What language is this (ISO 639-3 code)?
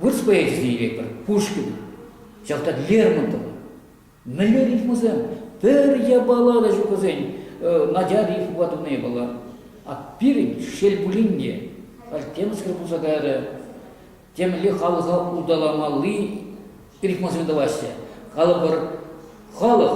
chv